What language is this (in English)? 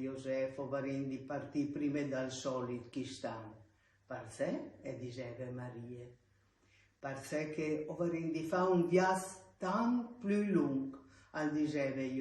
Friulian